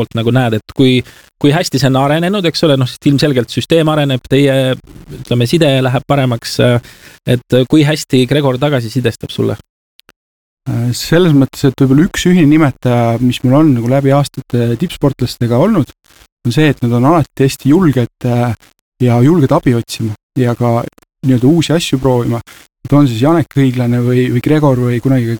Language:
Estonian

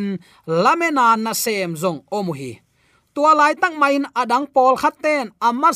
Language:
Tedim Chin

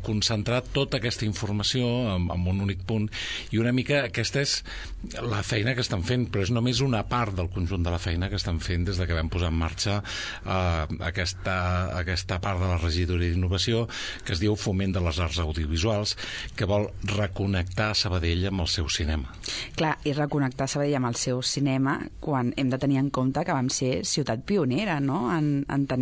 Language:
Catalan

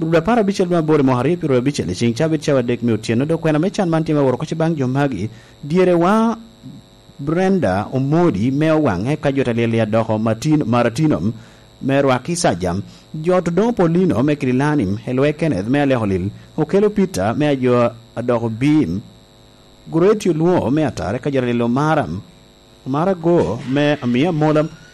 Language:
Lango (Uganda)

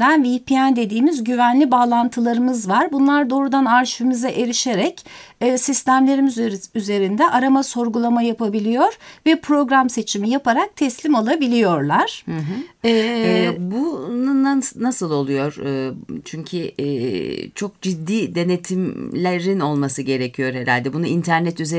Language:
Turkish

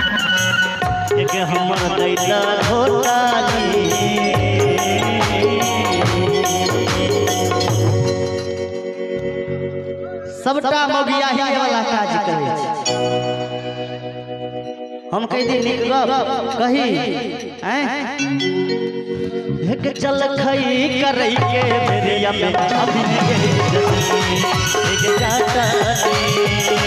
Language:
Maithili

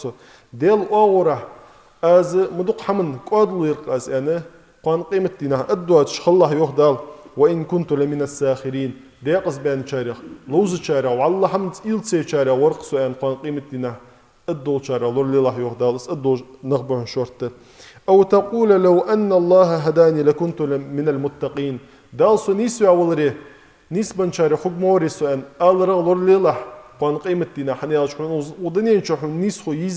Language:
Ingush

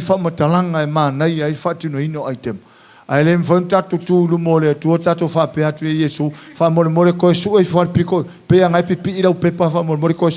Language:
Samoan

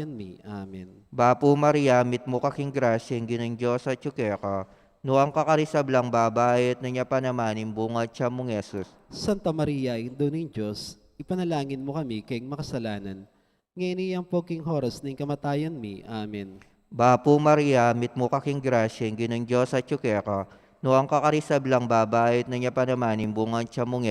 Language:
Pampanga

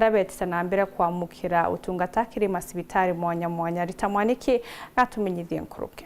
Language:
Meru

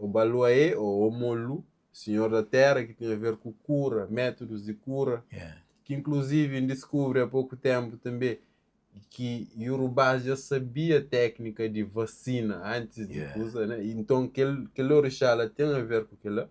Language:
Kabuverdianu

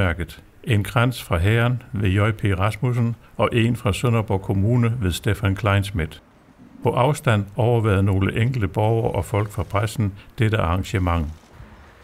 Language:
Danish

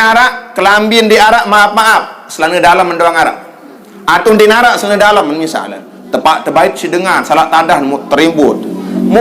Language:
Sasak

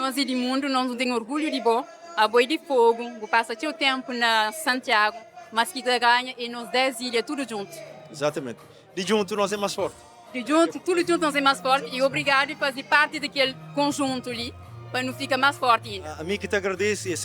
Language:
Kabuverdianu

